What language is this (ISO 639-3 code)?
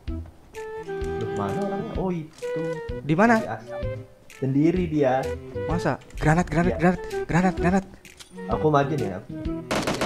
ind